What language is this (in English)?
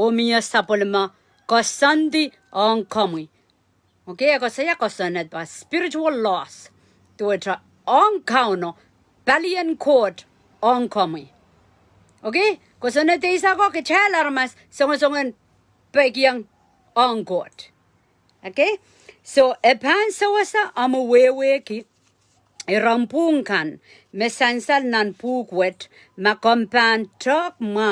Pohnpeian